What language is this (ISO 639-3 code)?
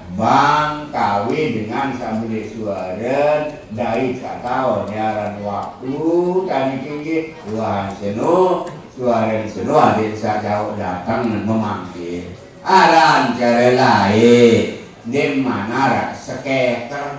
sas